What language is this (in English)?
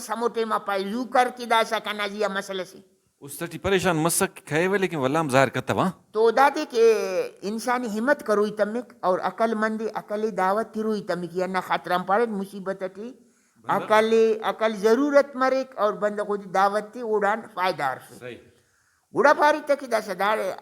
Brahui